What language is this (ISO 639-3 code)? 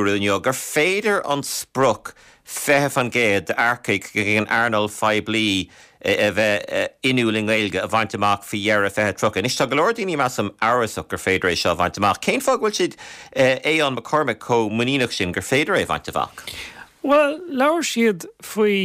gle